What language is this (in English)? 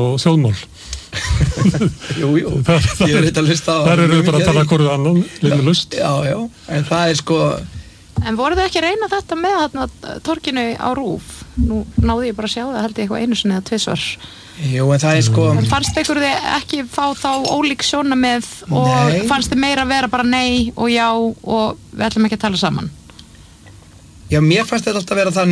Icelandic